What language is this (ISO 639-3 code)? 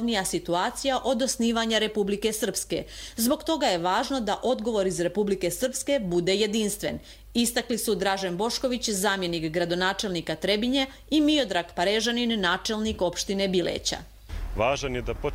hrv